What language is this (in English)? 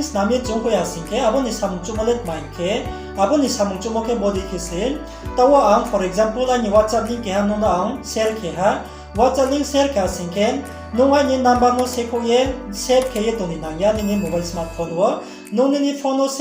Riang (India)